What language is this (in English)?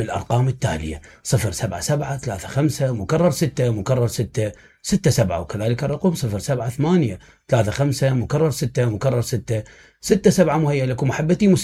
Mesopotamian Arabic